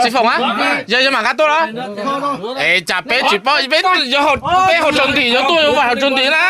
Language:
Hmong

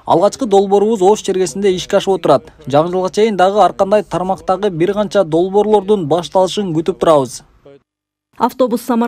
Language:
Kyrgyz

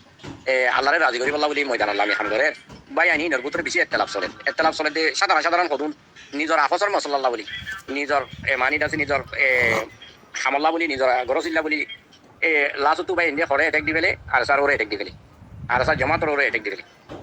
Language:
Rohingya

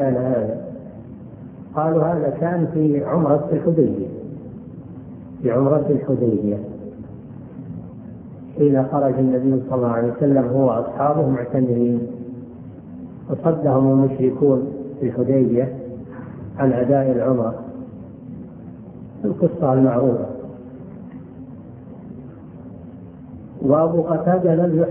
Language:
Arabic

